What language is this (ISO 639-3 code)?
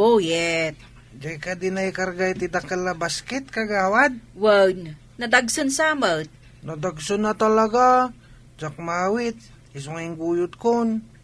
ilo